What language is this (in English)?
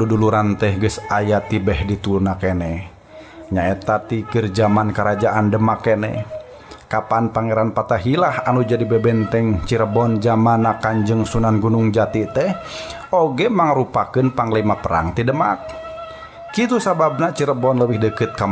Sundanese